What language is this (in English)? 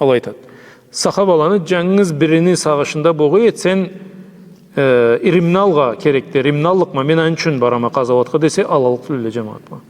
Karachay-Balkar